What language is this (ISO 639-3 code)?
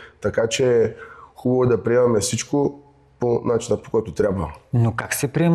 bul